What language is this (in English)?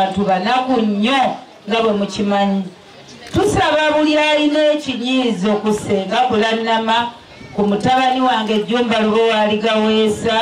Ganda